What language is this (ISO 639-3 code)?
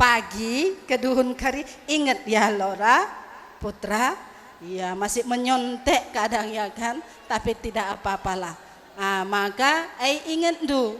btx